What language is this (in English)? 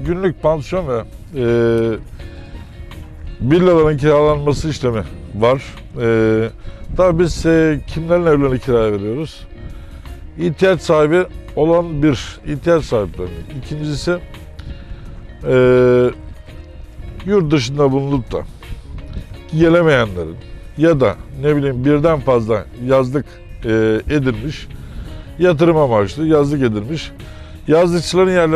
Turkish